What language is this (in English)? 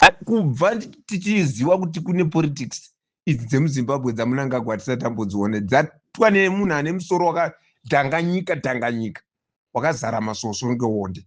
Shona